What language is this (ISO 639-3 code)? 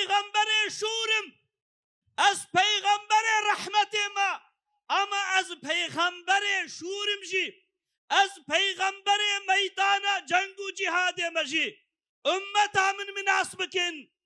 kur